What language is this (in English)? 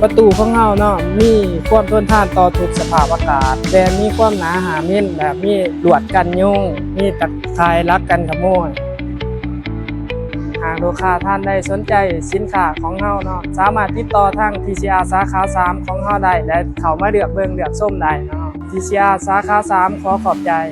Lao